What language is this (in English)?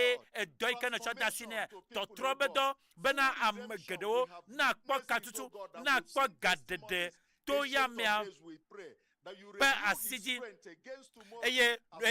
Ewe